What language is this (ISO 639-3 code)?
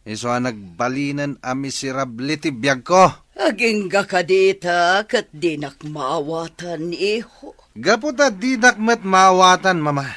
ilo